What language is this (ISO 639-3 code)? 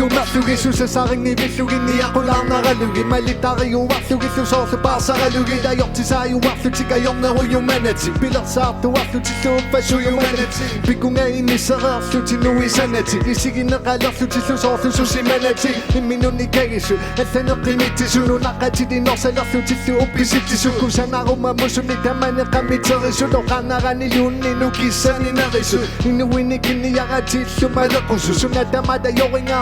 kal